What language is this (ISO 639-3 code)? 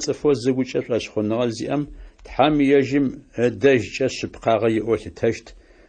ady